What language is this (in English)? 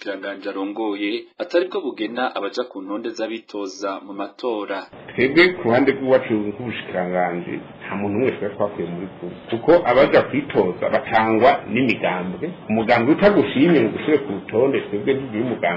Rundi